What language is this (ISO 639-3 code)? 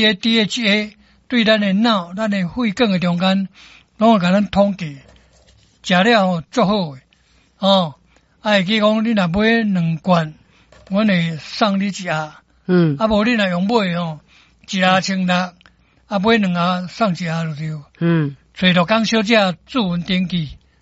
nan